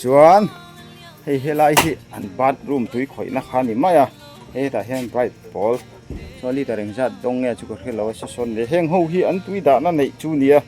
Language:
Mizo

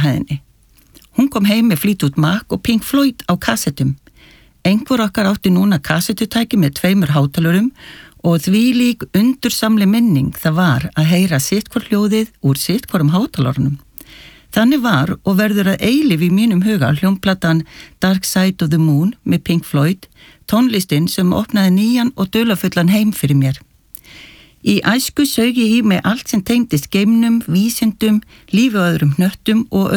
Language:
Icelandic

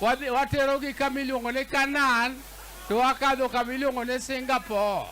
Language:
Luo (Kenya and Tanzania)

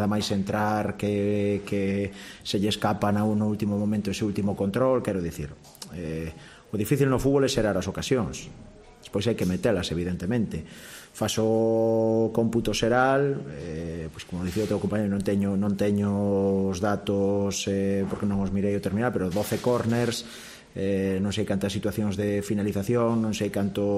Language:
Galician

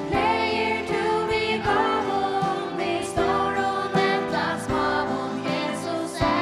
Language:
Faroese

